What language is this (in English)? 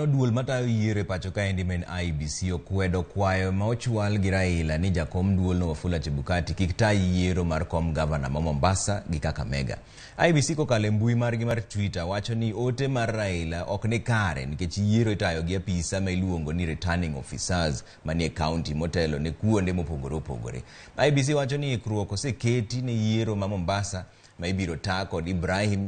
Luo (Kenya and Tanzania)